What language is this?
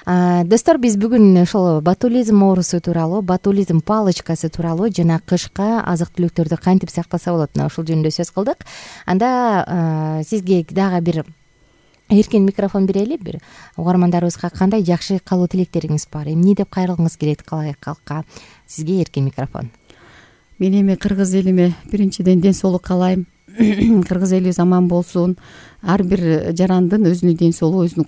Kyrgyz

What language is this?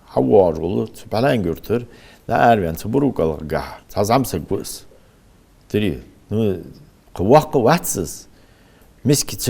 Ingush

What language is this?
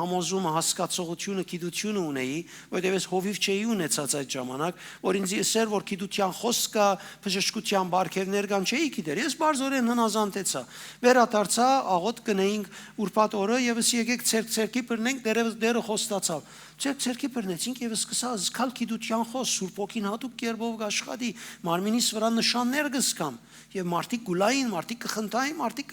Western Armenian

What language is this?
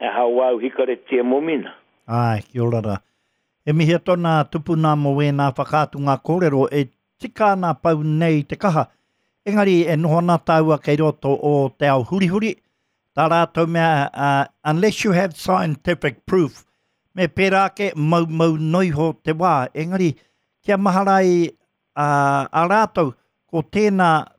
Māori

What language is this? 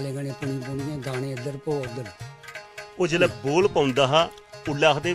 Dogri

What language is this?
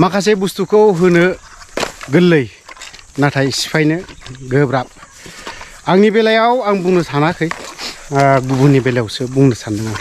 Bodo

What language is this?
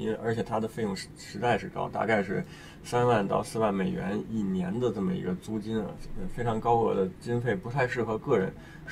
Chinese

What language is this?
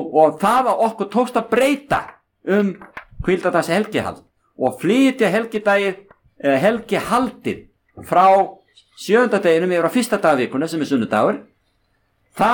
Icelandic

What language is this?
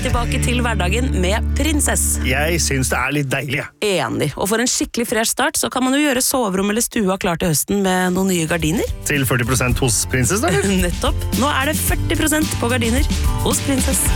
Norwegian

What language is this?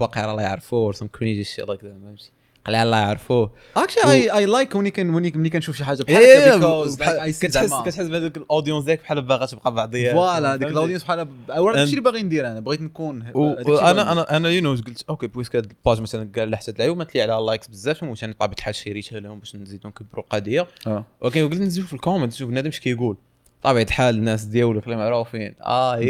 Moroccan Arabic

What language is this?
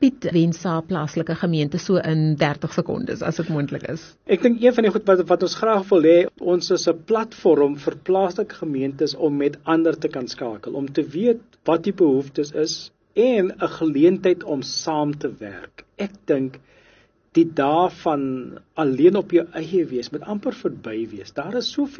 Afrikaans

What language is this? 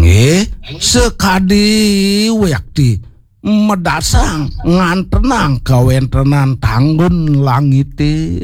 Balinese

